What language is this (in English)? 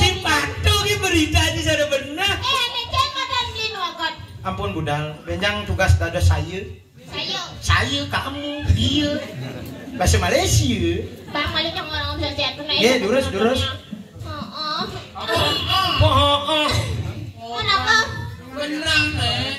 Balinese